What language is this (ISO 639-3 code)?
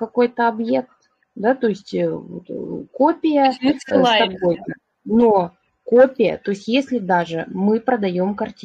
rus